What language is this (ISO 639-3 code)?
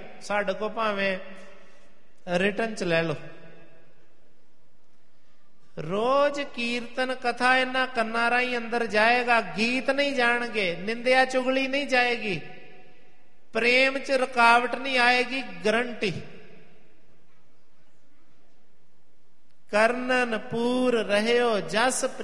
pan